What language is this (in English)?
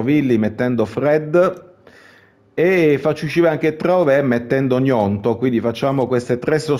Italian